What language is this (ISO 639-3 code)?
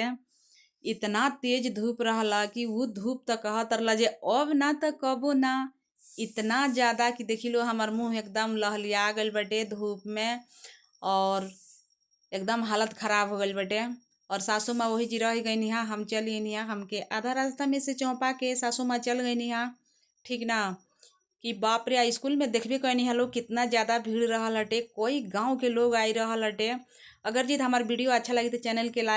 bho